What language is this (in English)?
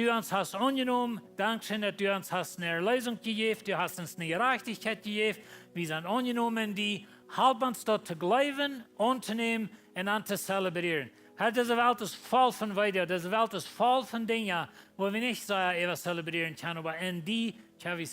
Plautdietsch